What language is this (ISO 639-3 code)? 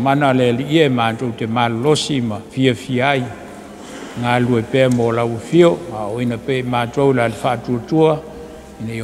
smo